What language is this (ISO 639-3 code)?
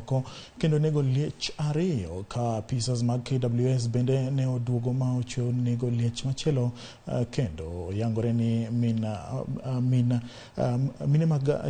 luo